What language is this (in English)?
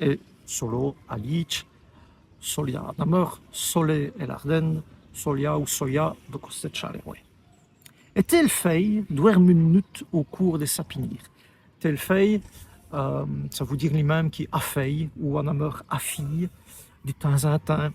Walloon